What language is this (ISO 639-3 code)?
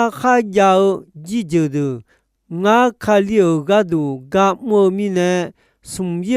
ahk